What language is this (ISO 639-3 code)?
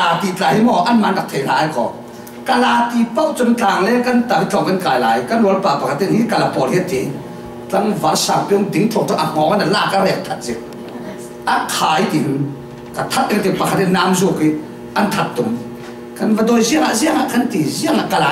cfm